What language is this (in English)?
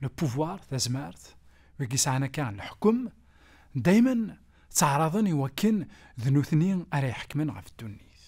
Kabyle